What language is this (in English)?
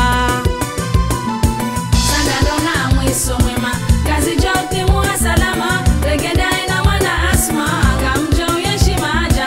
Swahili